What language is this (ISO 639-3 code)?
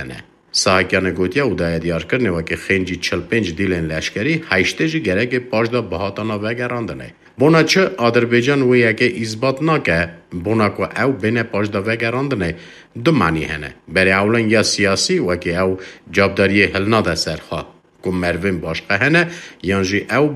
kur